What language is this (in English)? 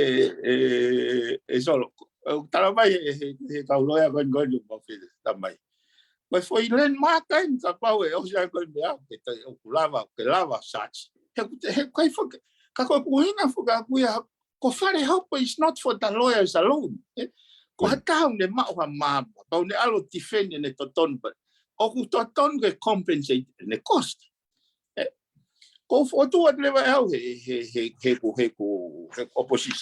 Tongan